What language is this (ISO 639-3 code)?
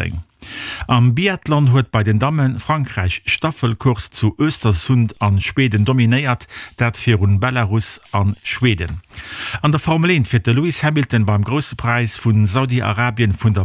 ltz